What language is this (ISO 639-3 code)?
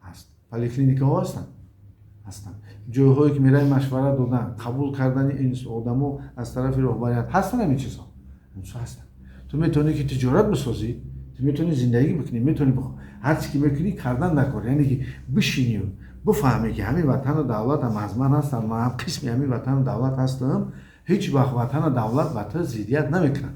tgk